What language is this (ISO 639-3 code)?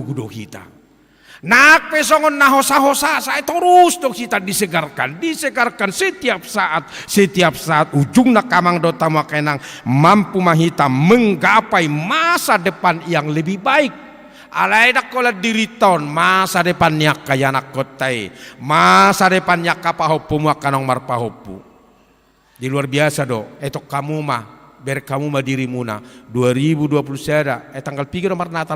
bbc